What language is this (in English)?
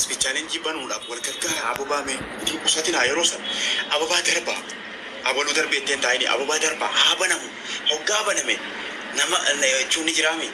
Oromo